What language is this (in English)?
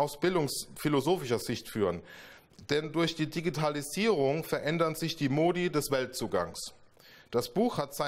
German